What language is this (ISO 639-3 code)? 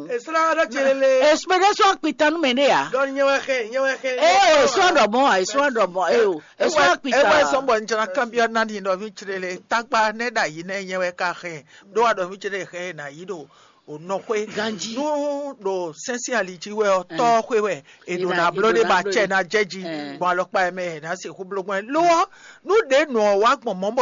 fon